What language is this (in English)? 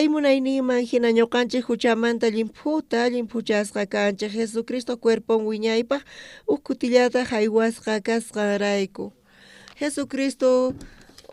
South Bolivian Quechua